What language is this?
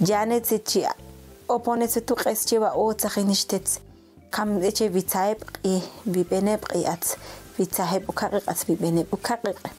Ixil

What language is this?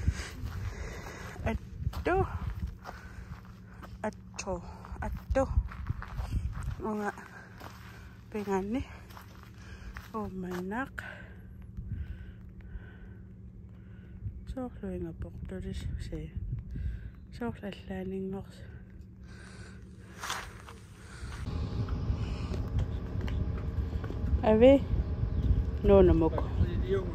Kalaallisut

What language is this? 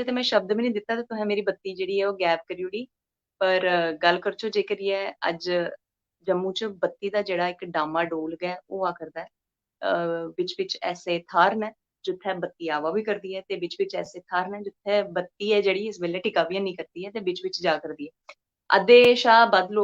Dogri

